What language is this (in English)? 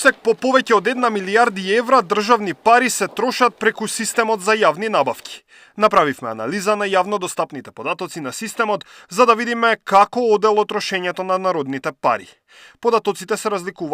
Macedonian